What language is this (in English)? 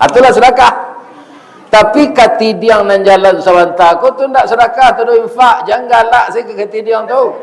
Minangkabau